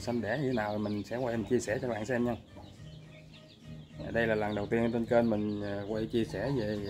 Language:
Vietnamese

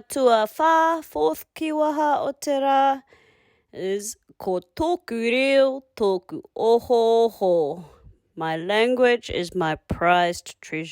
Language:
Māori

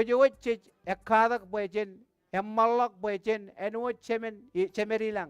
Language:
Marshallese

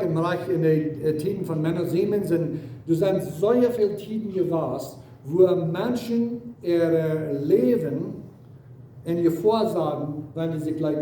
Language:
Plautdietsch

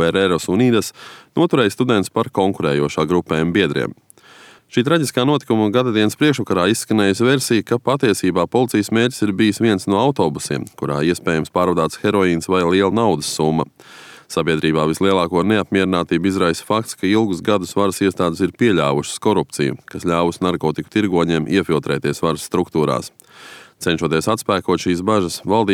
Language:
Latvian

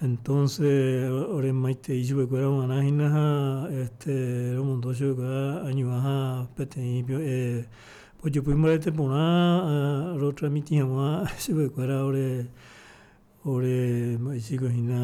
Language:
Guarani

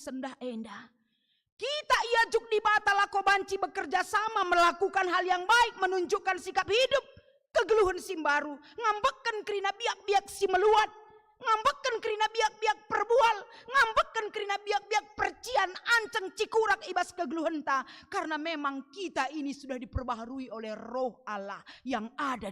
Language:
Batak Karo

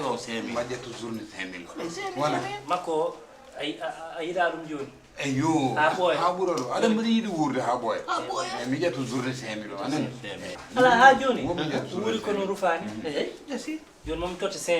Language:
Fula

